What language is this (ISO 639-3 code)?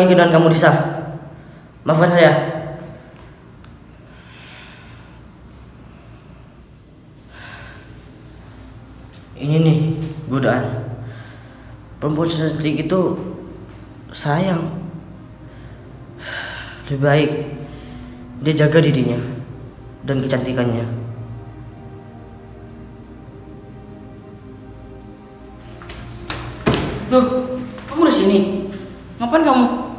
ind